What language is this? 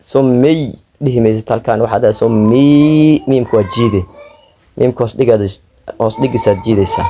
Somali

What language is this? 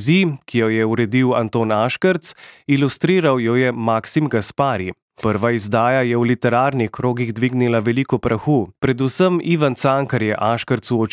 Slovenian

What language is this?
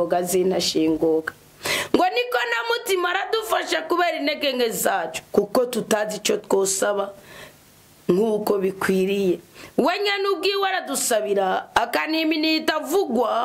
Rundi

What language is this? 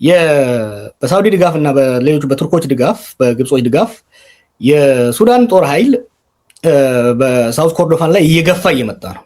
Amharic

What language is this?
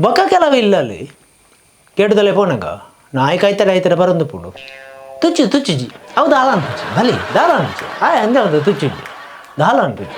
Tulu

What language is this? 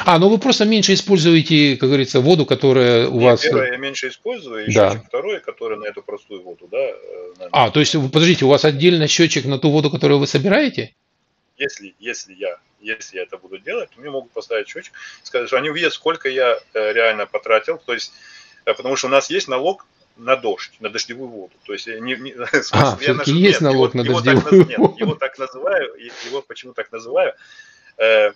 Russian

